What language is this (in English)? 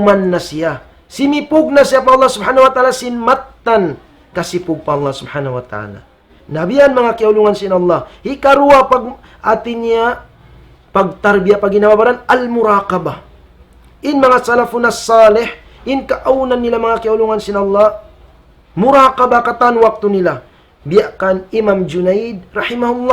Tausug